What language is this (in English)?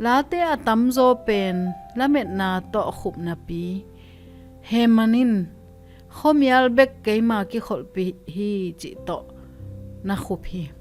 Tedim Chin